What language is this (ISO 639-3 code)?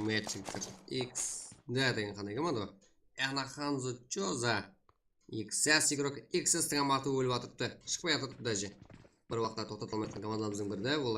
kaa